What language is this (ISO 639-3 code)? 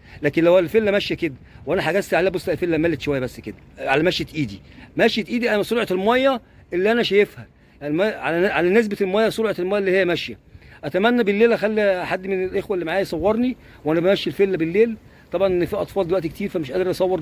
arz